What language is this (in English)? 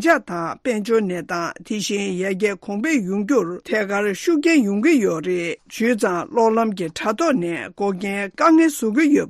Tibetan